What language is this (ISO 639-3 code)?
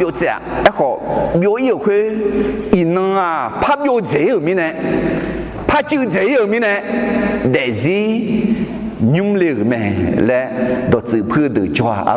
ahk